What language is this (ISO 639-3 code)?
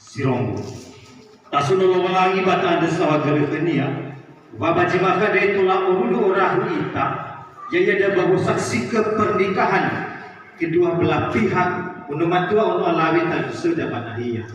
nia